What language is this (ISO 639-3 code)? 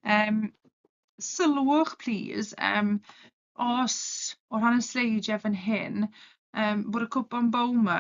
cym